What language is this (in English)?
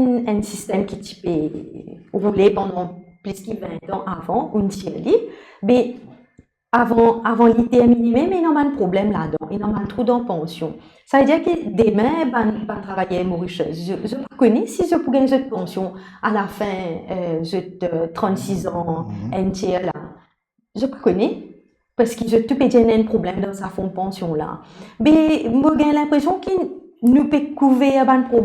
Morisyen